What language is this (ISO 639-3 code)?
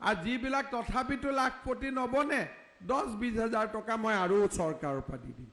asm